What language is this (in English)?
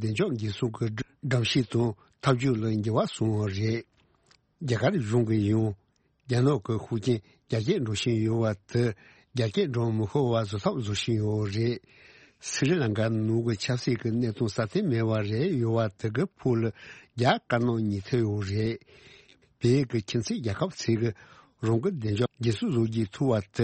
Tibetan